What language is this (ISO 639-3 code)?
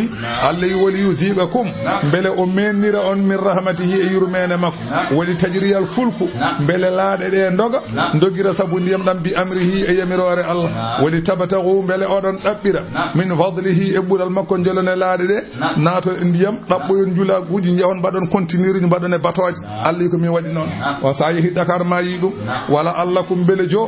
ful